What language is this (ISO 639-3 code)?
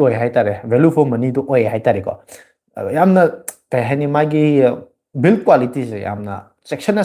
mni